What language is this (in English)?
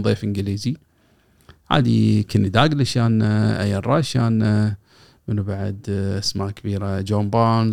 Gulf Arabic